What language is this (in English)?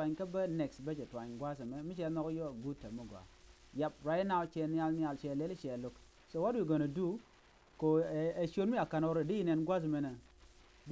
Nuer